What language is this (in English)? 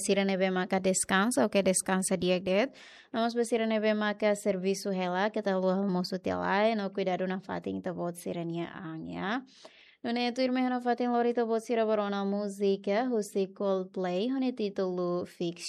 Tetum